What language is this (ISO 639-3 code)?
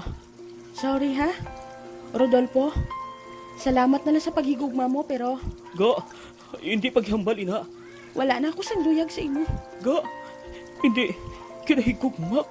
hil